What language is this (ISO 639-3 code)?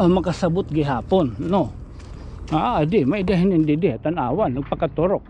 war